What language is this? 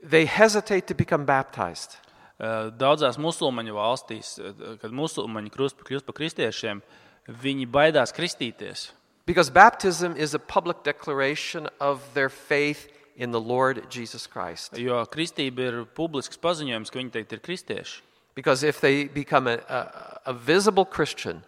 Latvian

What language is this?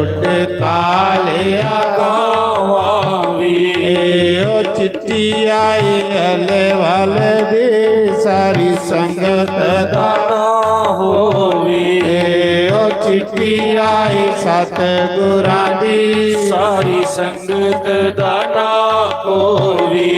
Dogri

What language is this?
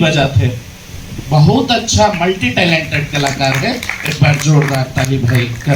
Chhattisgarhi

